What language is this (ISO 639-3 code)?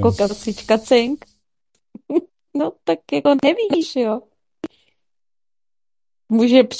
ces